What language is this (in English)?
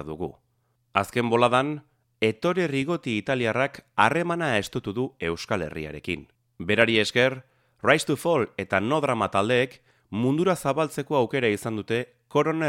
Basque